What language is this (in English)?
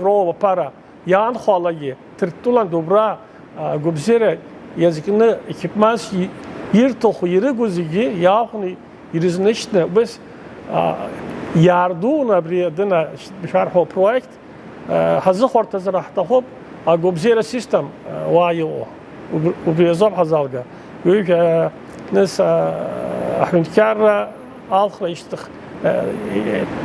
Abkhazian